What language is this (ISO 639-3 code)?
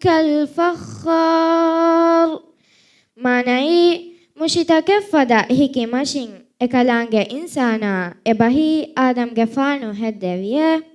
div